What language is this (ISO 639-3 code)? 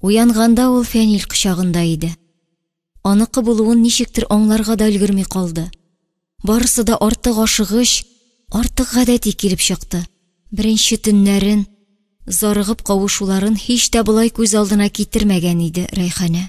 tat